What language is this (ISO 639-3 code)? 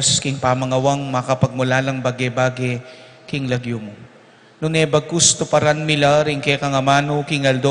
pam